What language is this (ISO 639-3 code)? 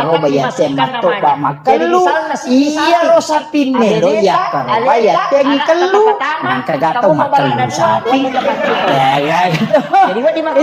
bug